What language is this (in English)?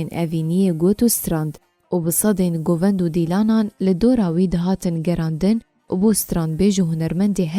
Kurdish